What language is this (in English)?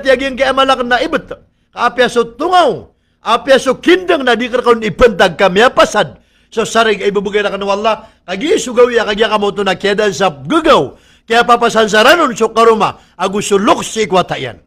Maranao